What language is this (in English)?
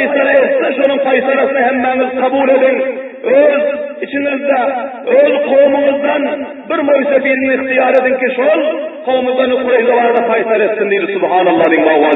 Turkmen